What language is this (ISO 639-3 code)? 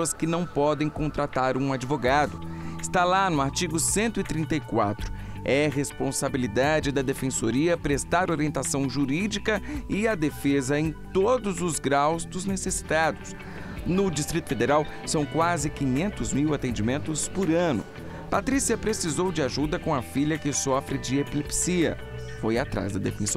por